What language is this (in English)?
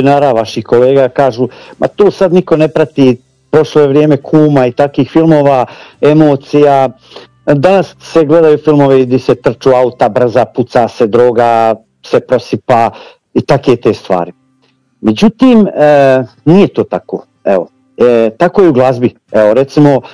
Croatian